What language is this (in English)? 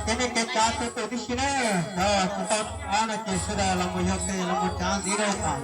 Hmong